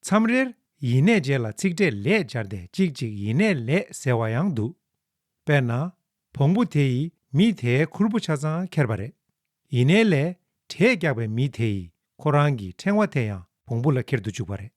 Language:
Tibetan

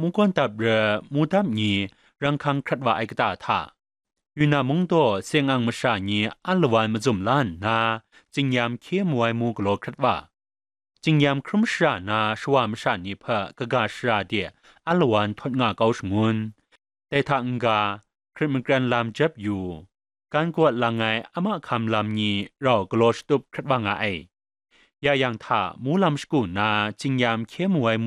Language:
Kachin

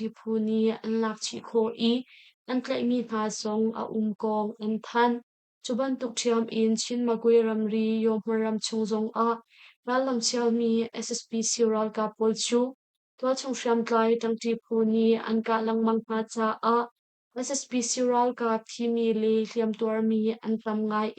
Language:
Hakha Chin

